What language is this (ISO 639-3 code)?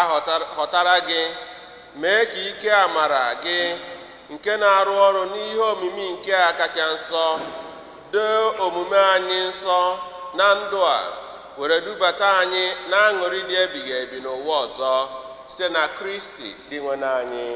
ibo